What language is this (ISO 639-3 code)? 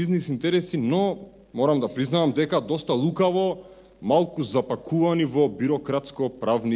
mkd